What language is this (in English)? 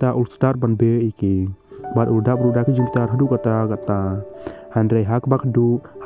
Khasi